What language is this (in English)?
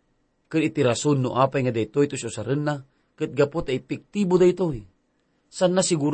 Iloko